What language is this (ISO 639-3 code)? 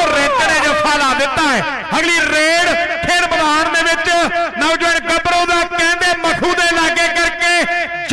pan